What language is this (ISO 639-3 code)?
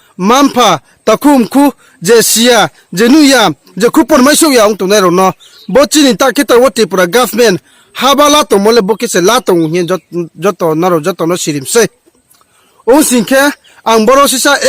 ria